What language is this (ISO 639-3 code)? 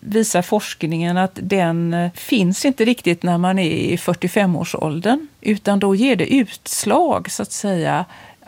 swe